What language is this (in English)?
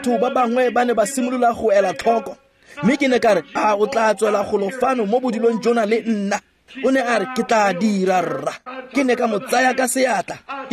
Tswana